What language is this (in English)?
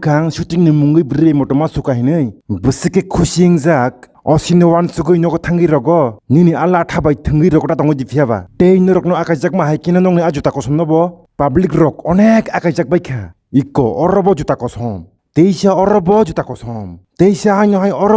Kok Borok